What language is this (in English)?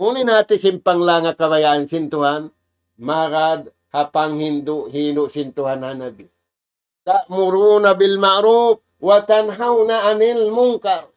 Tausug